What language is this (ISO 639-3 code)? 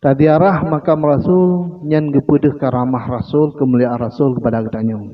ace